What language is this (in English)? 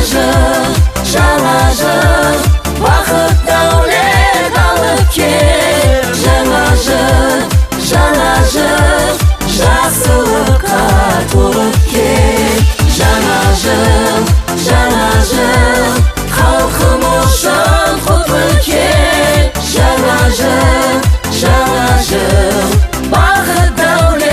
Kara-Kalpak